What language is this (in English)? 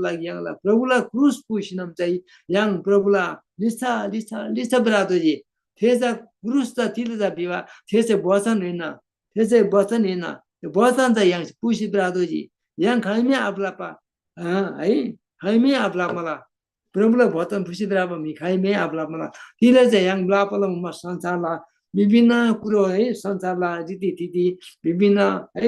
Eastern Tamang